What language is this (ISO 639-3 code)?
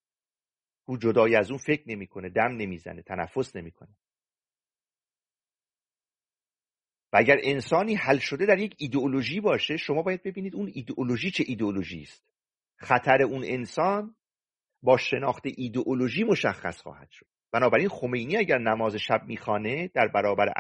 fas